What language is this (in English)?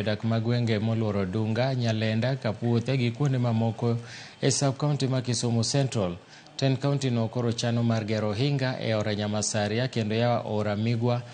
Luo (Kenya and Tanzania)